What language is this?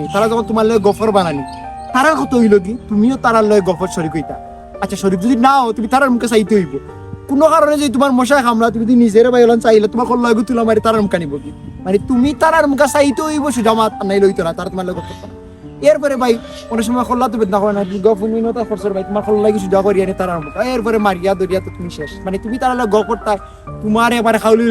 Sylheti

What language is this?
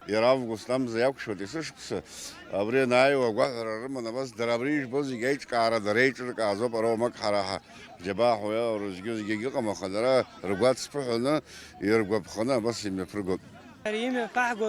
Abkhazian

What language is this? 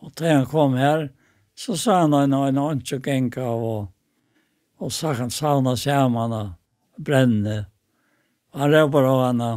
Faroese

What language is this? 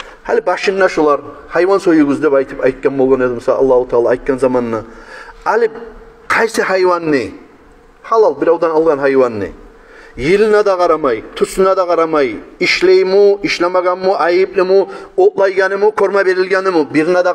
Kumyk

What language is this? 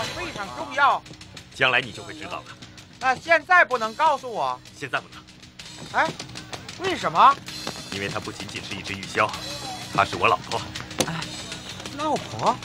Chinese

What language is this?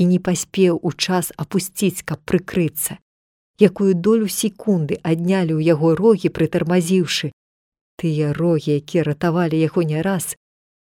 Belarusian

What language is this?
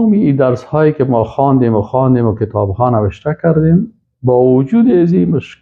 Persian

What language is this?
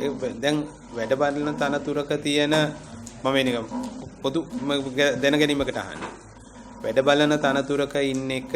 Sinhala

